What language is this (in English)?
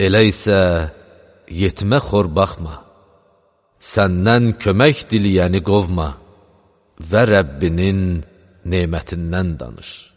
Azerbaijani